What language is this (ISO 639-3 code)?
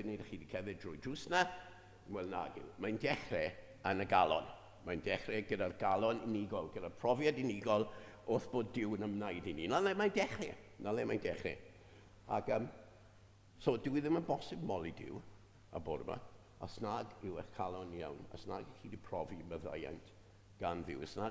cym